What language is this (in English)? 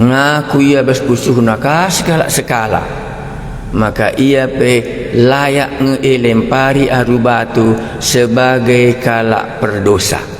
Batak Karo